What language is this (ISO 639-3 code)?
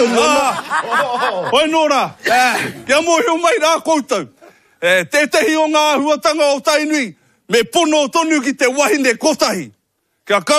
mri